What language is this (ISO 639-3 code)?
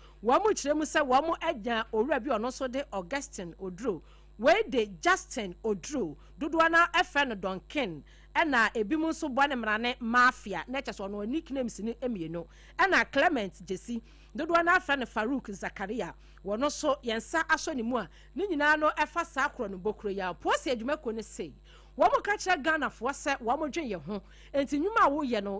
aka